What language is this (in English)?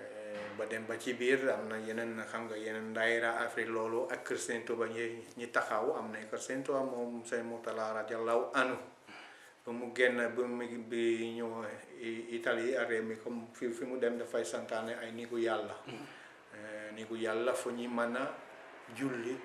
Wolof